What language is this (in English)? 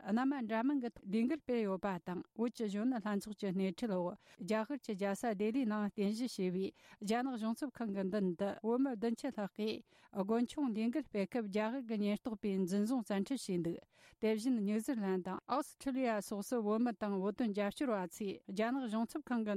Tibetan